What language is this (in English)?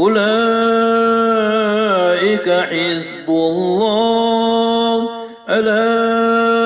Maranao